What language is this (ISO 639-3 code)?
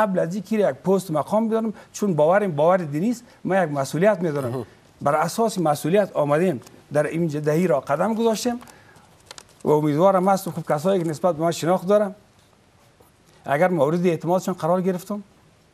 fas